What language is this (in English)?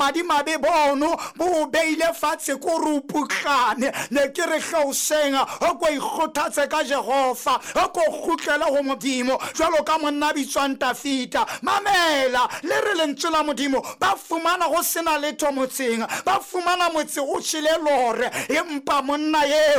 Southern Sotho